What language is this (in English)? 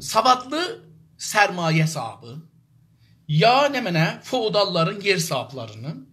South Azerbaijani